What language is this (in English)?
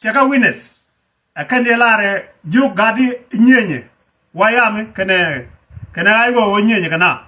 Nuer